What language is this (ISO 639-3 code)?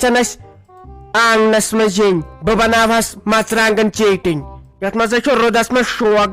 kas